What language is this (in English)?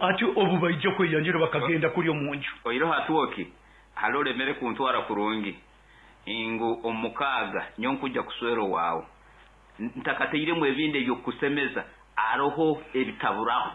Nyoro